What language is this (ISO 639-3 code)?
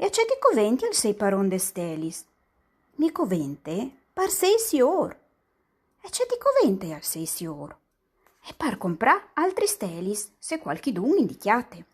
fur